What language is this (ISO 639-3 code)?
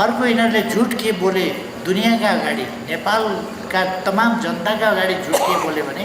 nep